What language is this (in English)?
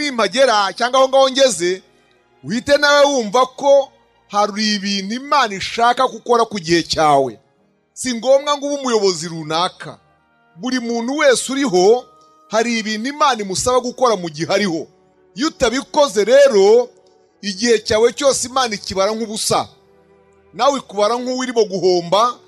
Kinyarwanda